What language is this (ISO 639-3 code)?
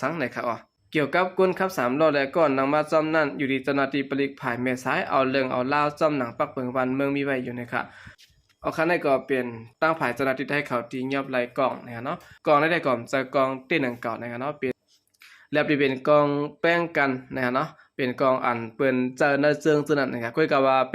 shn